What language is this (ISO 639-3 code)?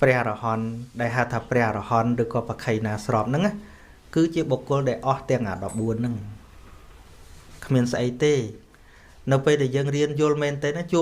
khm